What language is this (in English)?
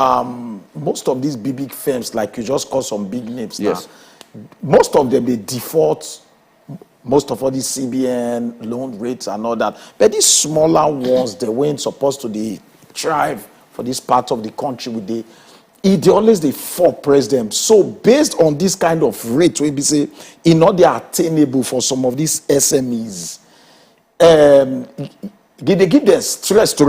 Nigerian Pidgin